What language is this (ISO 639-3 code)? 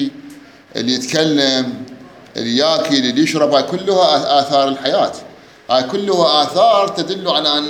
acm